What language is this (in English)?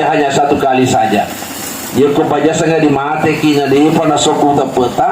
Buginese